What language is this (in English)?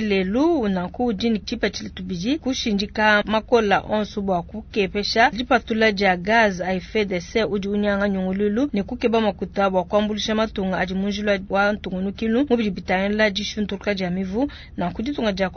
Luba-Lulua